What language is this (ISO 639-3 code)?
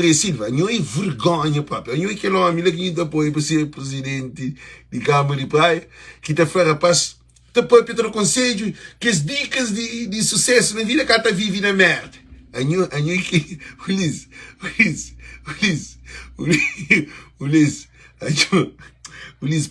kea